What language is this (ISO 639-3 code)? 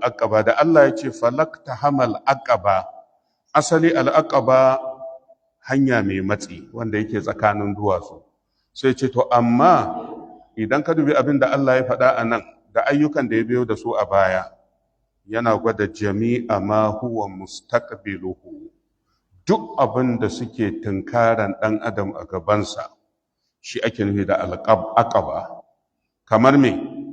hau